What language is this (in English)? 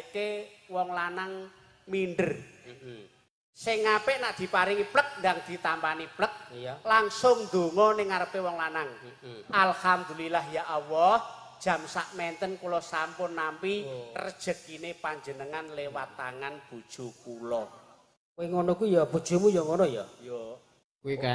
Javanese